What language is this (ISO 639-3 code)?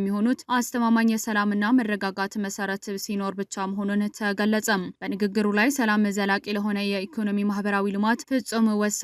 amh